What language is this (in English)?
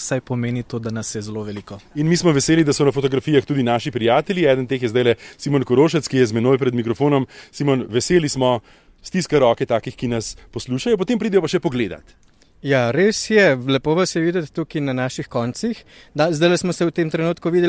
Slovenian